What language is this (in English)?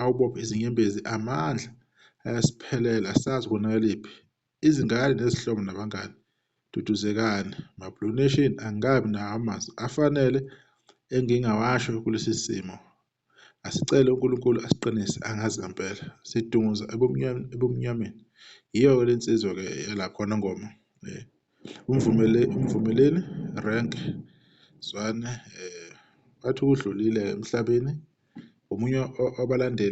Zulu